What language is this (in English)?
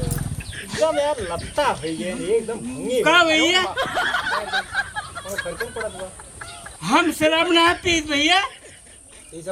Awadhi